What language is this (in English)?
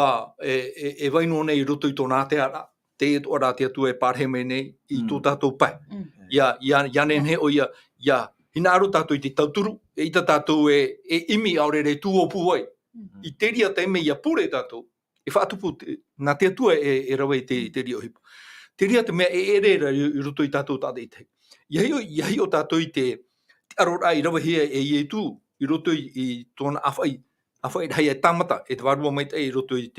Tahitian